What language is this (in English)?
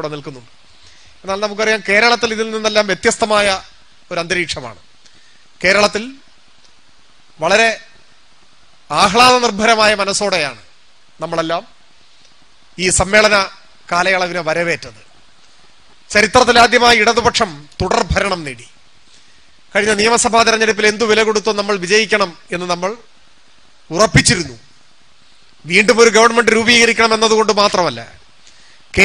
Malayalam